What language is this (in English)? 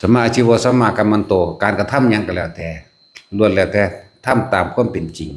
Northeastern Thai